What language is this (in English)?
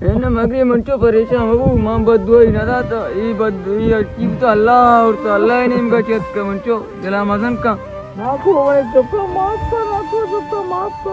Baluchi